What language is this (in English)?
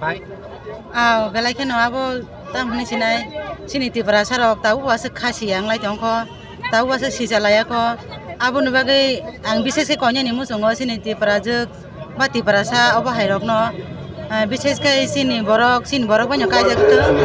Kok Borok